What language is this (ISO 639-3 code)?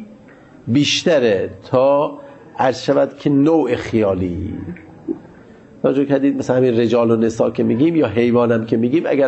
fas